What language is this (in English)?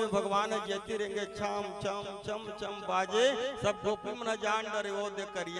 Chhattisgarhi